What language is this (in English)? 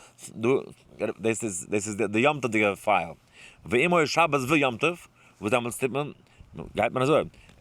Yiddish